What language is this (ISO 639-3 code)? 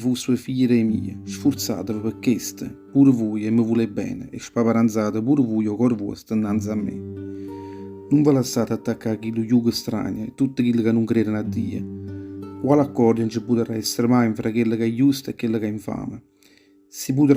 nap